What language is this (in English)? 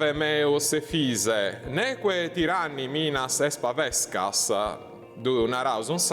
Sardinian